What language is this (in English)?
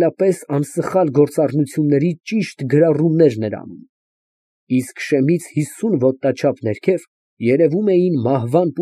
Armenian